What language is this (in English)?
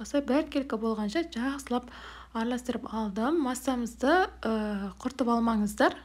Kazakh